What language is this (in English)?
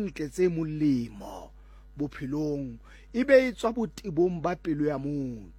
Southern Sotho